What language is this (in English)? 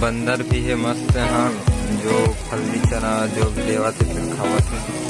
Chhattisgarhi